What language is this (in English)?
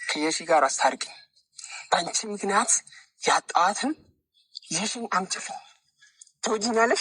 Amharic